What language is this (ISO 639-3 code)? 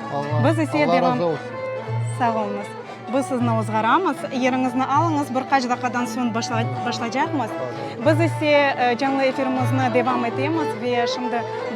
crh